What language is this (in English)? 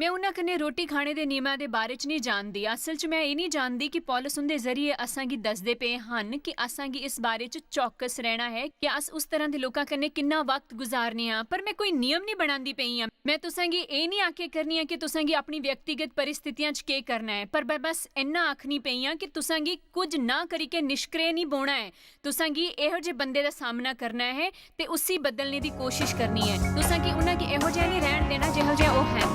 Dogri